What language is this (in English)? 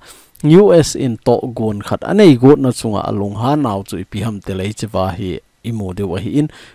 Thado Chin